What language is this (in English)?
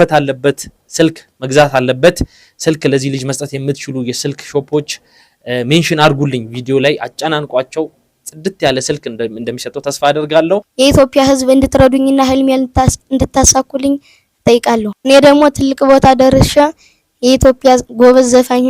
Amharic